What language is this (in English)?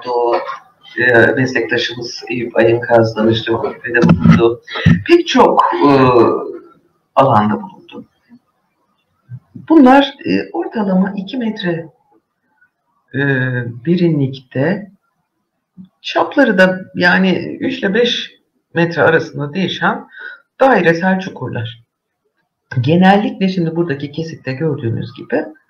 Turkish